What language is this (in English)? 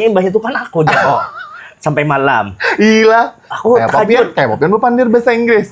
Banjar